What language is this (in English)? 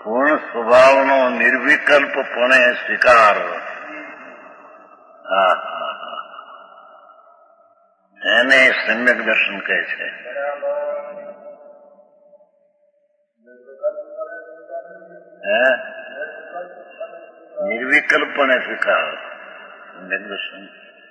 Gujarati